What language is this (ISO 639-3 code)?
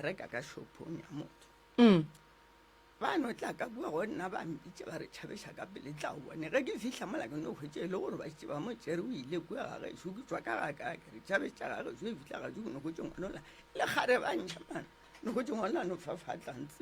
nso